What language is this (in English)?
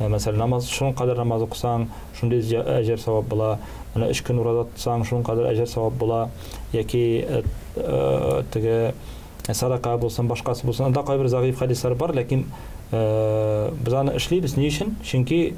Tatar